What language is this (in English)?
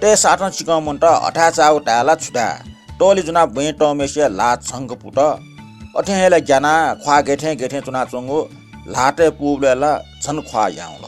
Newari